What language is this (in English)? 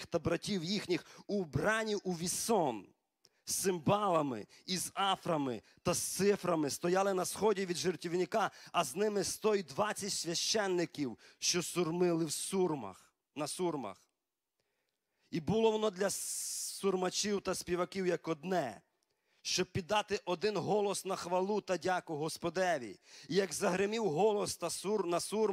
Ukrainian